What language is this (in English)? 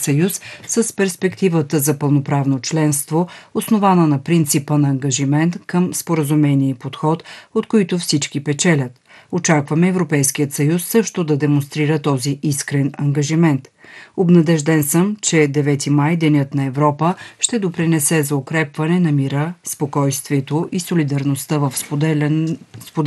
Bulgarian